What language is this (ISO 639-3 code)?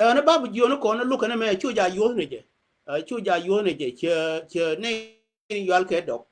nus